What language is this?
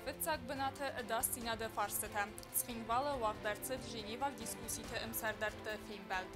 Ossetic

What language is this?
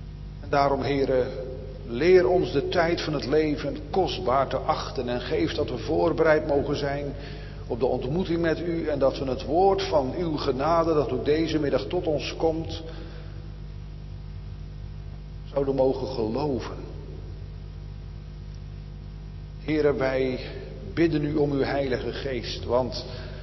Dutch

